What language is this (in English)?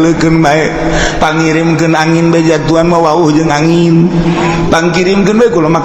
Sundanese